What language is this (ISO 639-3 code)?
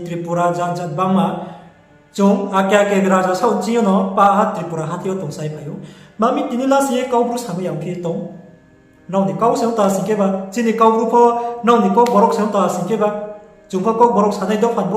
ria